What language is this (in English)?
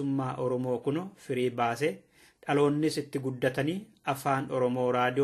Oromo